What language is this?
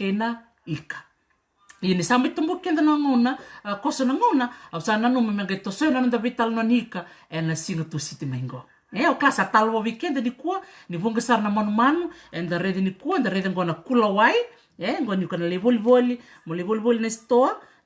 Fijian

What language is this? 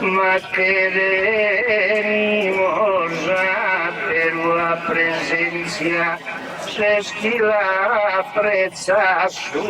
Sardinian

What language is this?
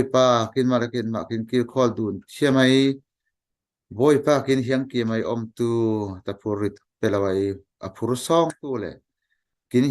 Falam Chin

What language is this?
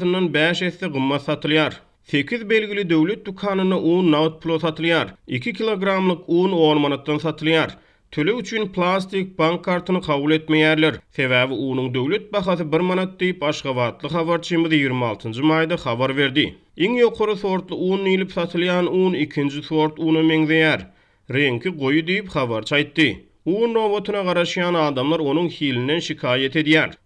Turkmen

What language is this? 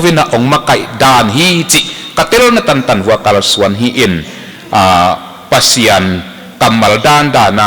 Tedim Chin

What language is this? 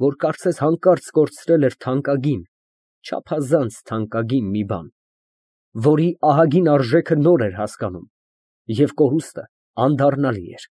Armenian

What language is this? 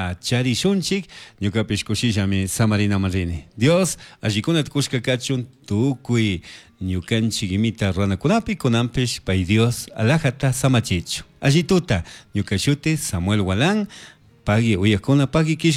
Chimborazo Highland Quichua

